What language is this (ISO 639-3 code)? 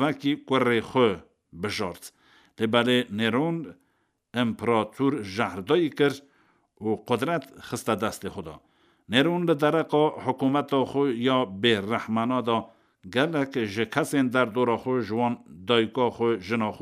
kur